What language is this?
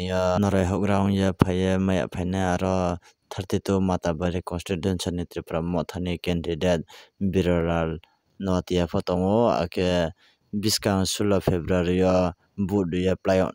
Kok Borok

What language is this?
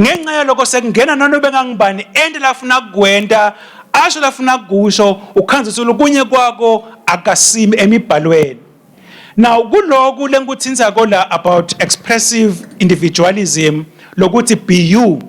Swati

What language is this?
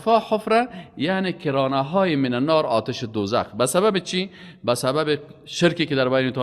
Persian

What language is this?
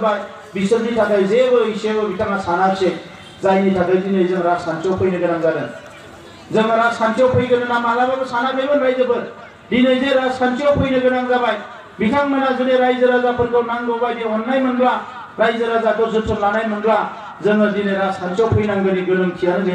Bodo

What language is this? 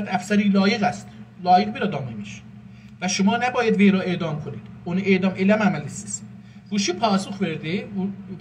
South Azerbaijani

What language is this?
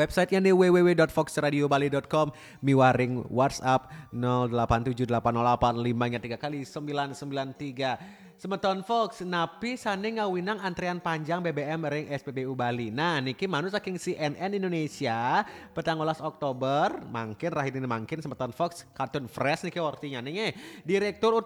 Balinese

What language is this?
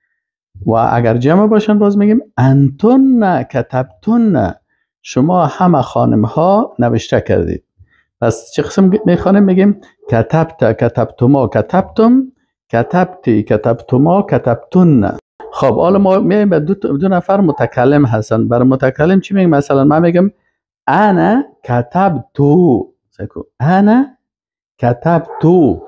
Persian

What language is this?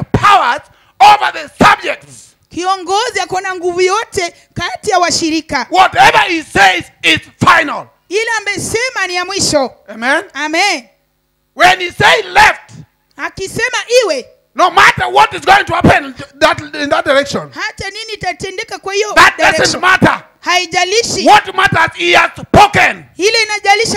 Luo (Kenya and Tanzania)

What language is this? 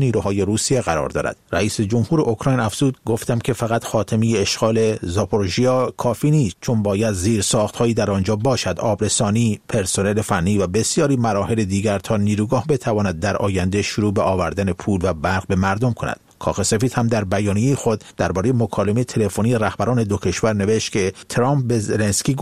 Persian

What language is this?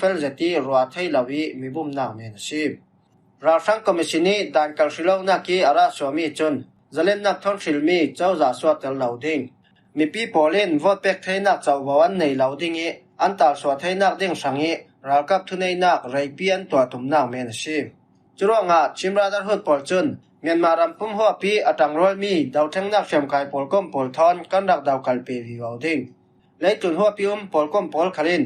Falam Chin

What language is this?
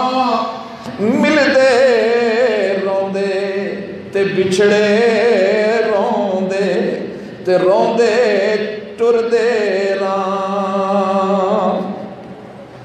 Urdu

